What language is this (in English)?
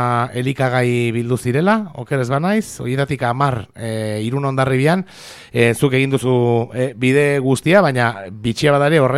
Basque